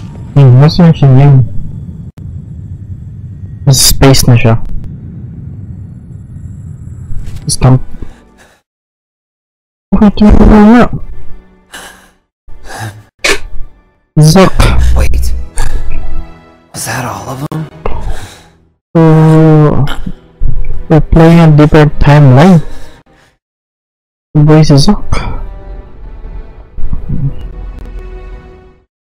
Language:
Filipino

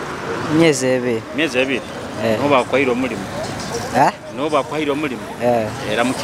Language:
Nyoro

